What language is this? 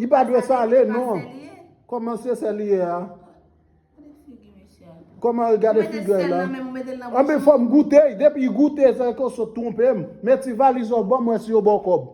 Haitian Creole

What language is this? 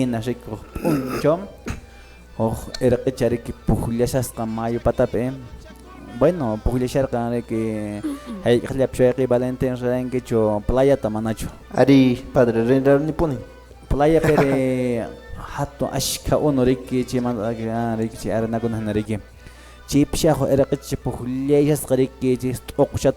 Quechua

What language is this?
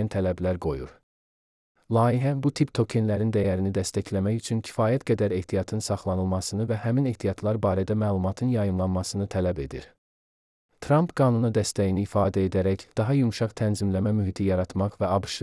Azerbaijani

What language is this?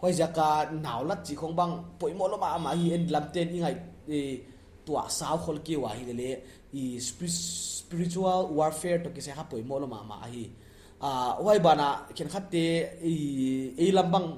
Paite Chin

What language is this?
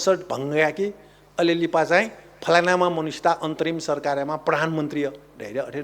Newari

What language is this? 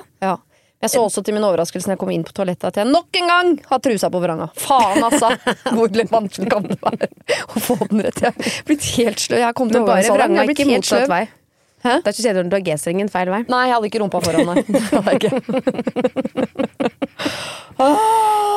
Norwegian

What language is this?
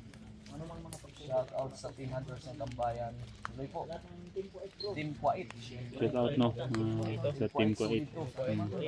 Filipino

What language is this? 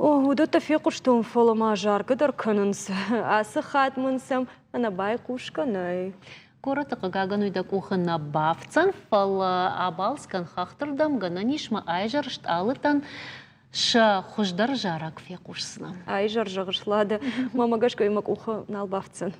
Ossetic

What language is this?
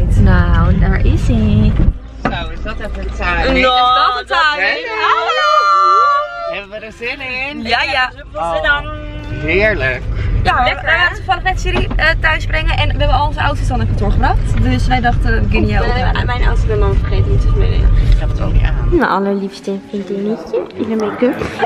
Dutch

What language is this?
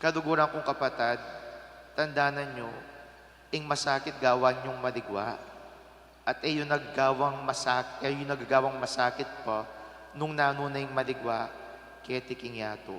Pampanga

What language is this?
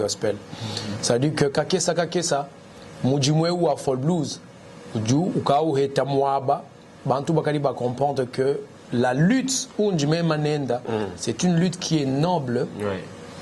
Luba-Lulua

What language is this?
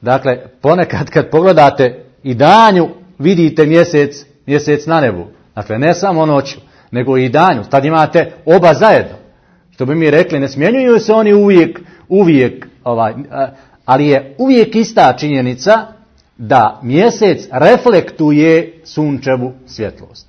Bosnian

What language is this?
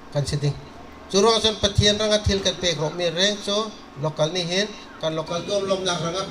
Bawm Chin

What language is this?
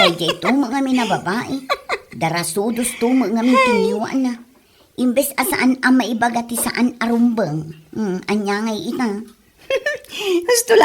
Iloko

